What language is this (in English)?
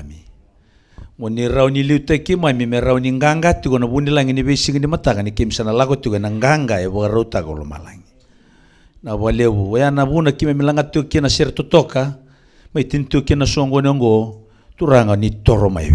Fijian